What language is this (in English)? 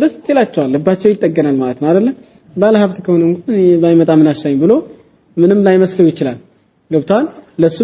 Amharic